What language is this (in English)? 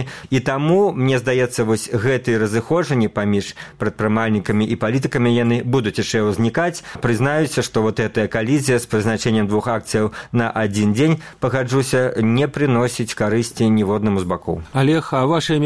Belarusian